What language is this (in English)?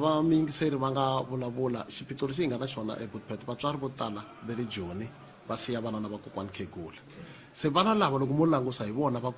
Tsonga